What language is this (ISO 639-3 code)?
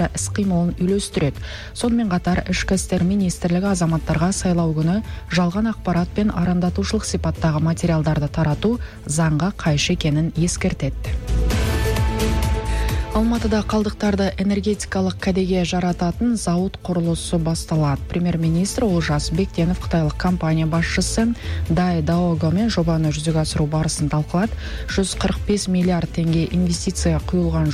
kaz